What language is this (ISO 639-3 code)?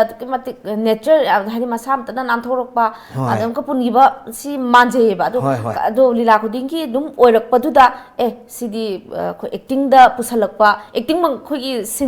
mni